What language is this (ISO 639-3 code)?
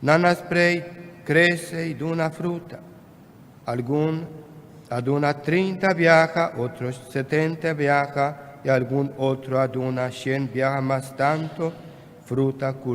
pap